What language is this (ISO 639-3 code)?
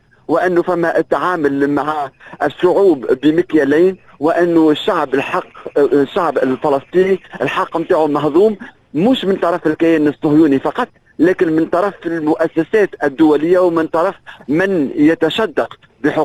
aeb